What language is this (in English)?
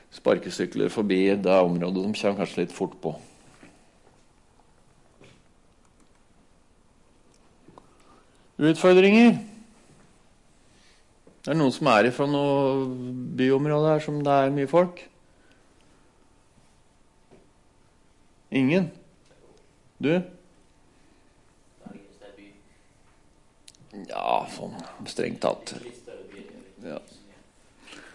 Norwegian